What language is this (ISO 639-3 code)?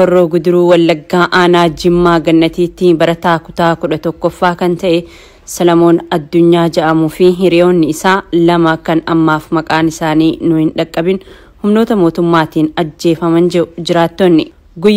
orm